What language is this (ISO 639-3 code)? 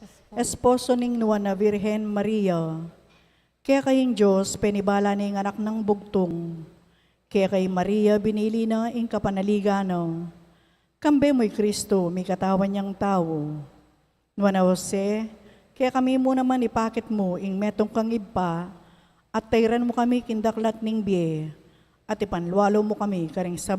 pam